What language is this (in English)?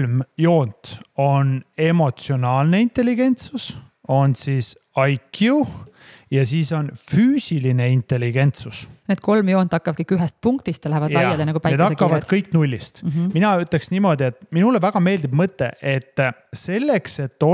Estonian